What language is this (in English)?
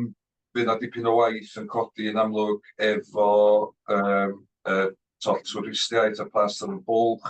Welsh